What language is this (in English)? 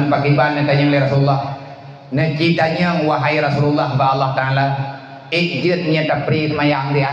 Achinese